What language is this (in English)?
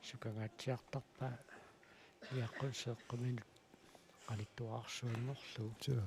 Kalaallisut